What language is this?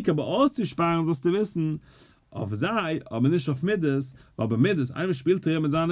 Yiddish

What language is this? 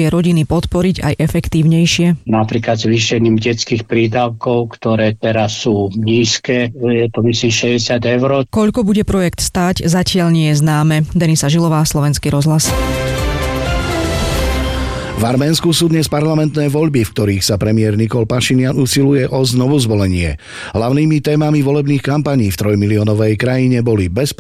Slovak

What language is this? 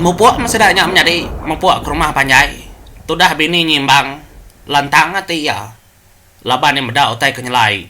Iban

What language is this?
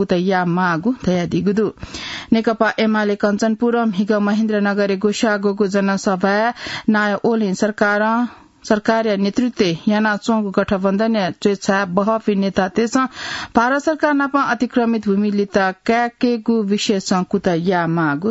Newari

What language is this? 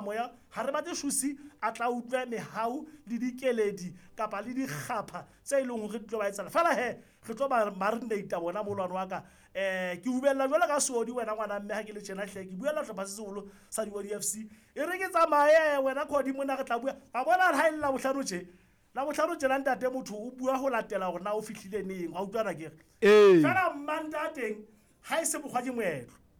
Southern Sotho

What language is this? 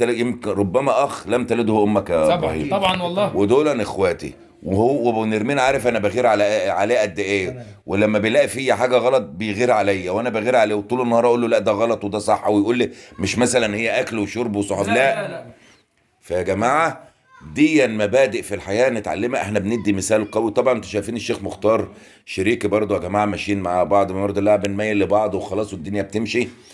Egyptian Arabic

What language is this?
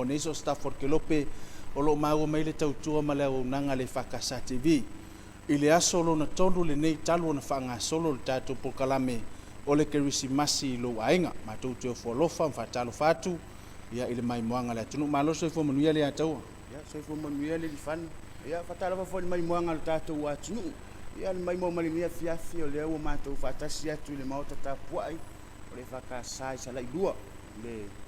Samoan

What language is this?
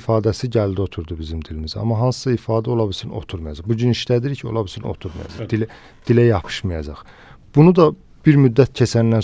Azerbaijani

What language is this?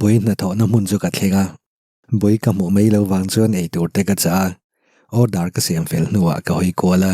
Mizo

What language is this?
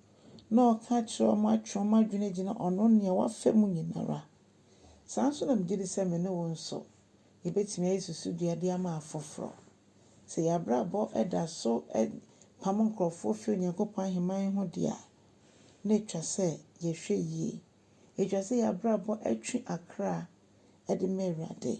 Akan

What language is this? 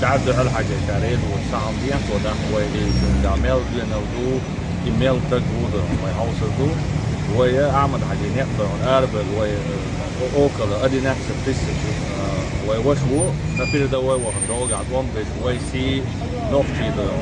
Chechen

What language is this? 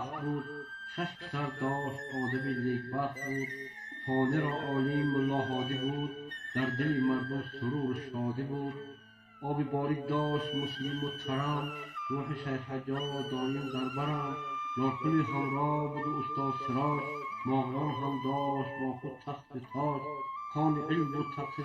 Tajik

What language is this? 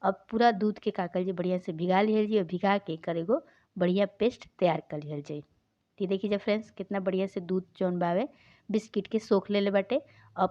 Bhojpuri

